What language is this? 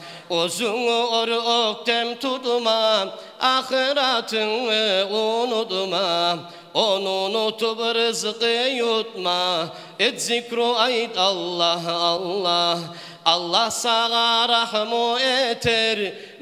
Kumyk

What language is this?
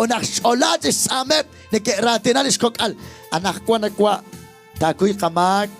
Kekchí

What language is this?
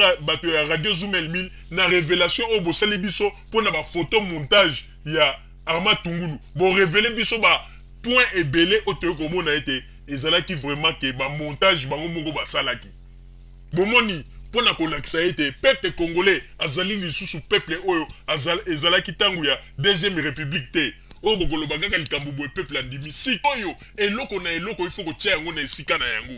Lingala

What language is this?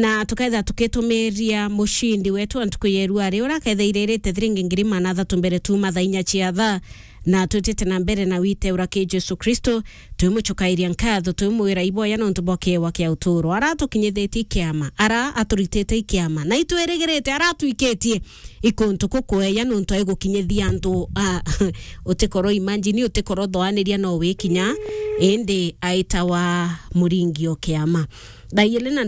Meru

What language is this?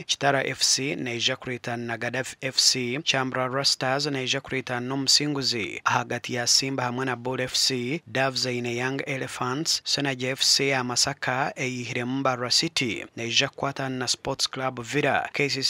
Nyankole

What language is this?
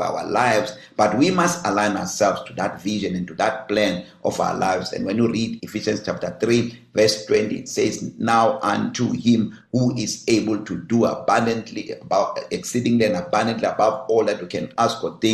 English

